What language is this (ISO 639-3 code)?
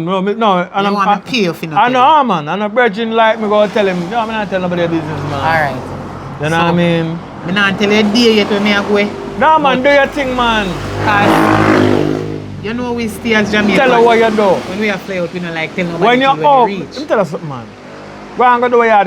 jam